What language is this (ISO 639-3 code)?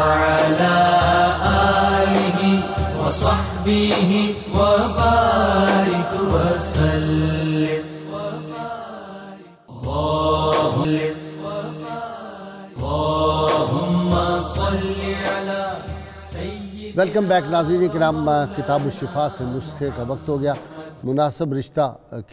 urd